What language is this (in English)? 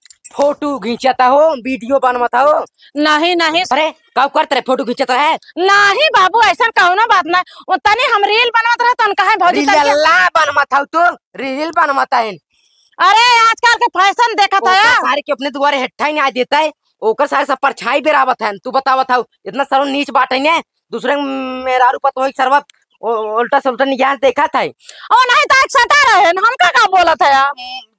Awadhi